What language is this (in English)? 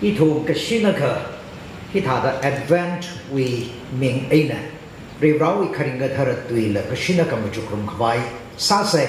Tangkhul Naga (India)